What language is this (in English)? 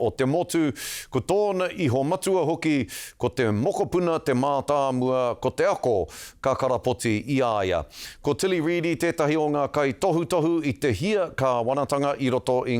Māori